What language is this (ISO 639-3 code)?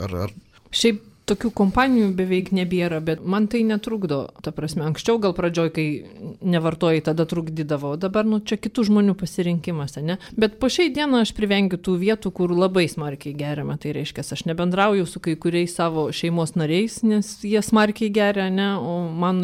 lit